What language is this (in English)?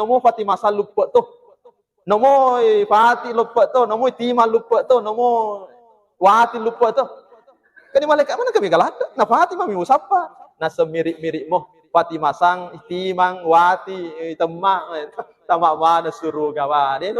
Buginese